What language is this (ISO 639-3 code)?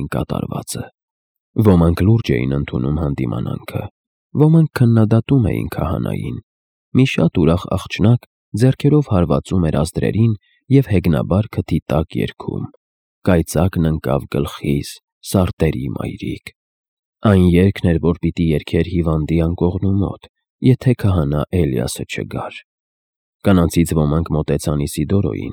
hye